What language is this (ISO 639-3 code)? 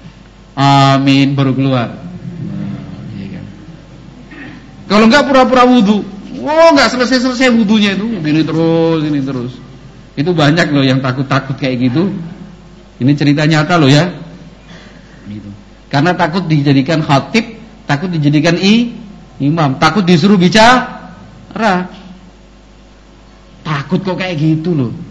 ind